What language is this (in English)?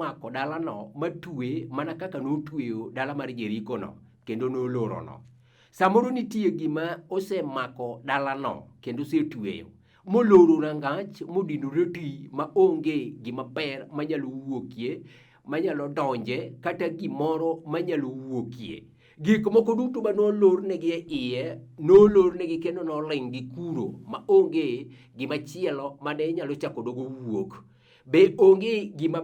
Luo (Kenya and Tanzania)